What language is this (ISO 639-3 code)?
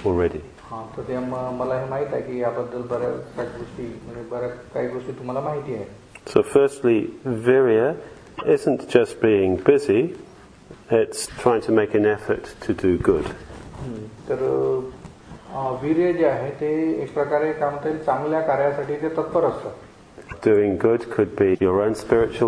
mar